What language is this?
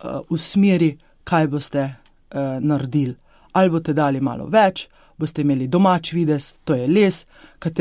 Slovenian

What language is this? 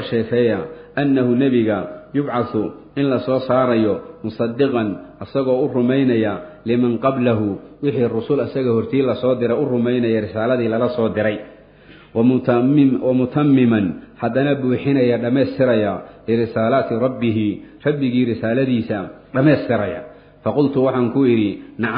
Somali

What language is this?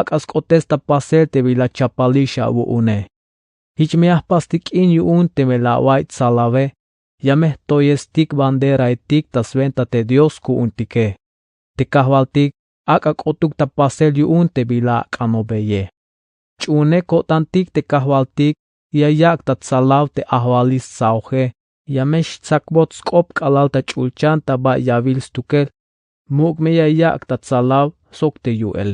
Tzeltal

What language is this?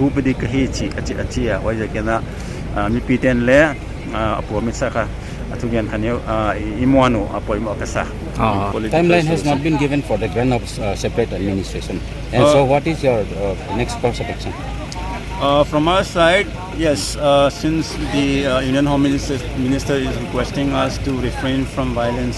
Paite Chin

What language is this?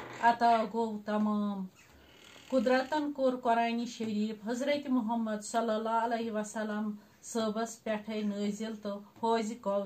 Kashmiri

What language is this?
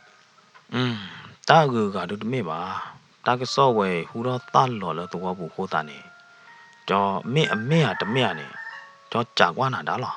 S'gaw Karen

